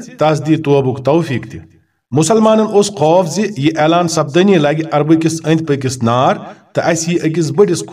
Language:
Kashmiri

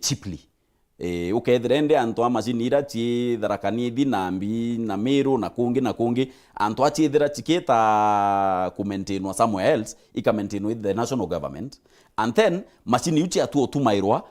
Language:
Meru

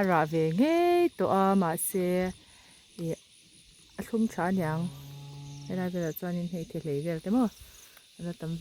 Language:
Mizo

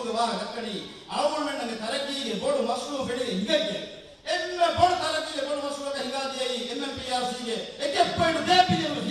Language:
Divehi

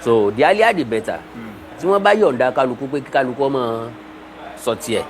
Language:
Yoruba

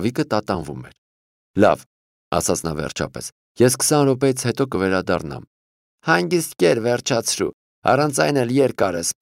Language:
Armenian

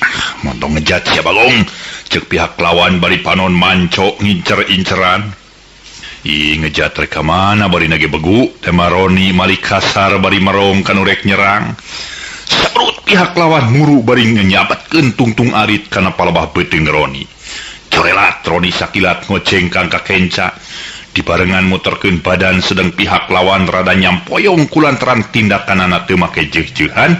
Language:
Sundanese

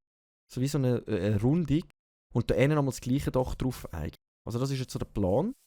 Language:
Swiss German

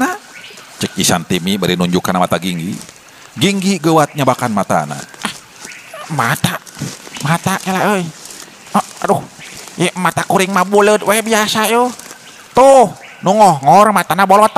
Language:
Sundanese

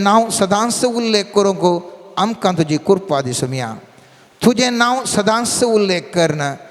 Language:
Konkani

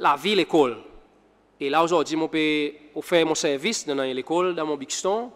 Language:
Seselwa Creole French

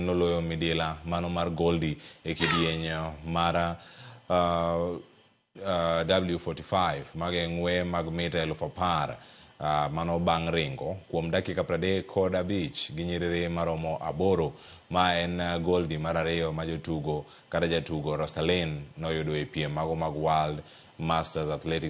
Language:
Luo (Kenya and Tanzania)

